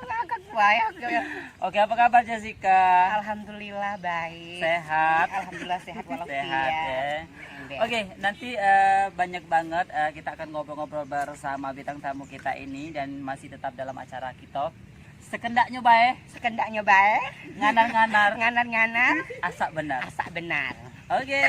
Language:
Musi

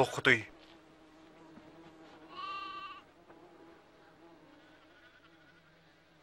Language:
Yakut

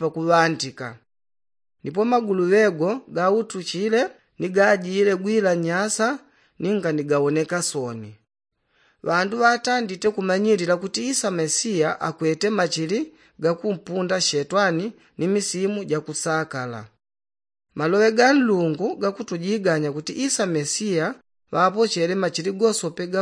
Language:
Yao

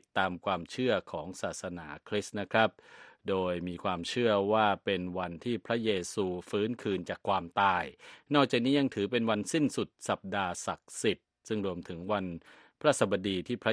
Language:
Thai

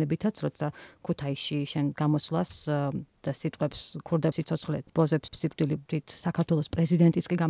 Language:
Georgian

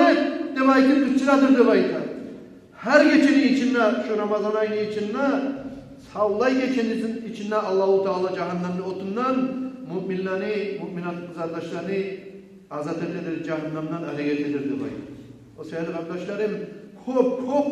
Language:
Kumyk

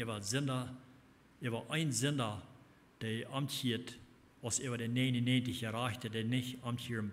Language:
Plautdietsch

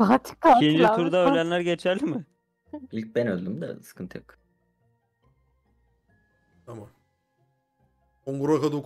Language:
Turkish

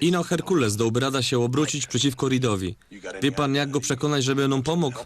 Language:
Silesian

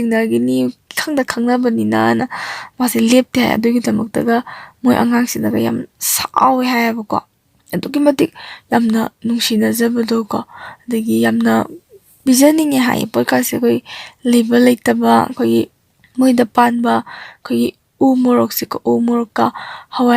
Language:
Manipuri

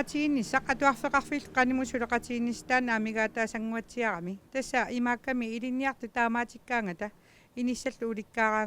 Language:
Kalaallisut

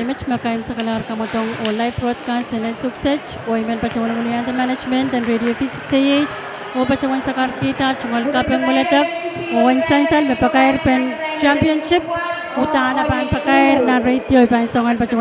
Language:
Pohnpeian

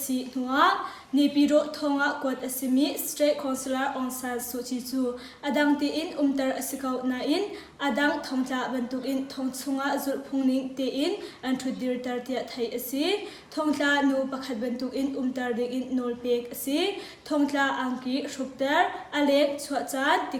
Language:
Hakha Chin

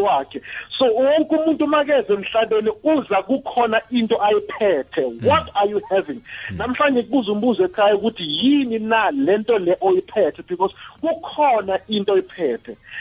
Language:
South Ndebele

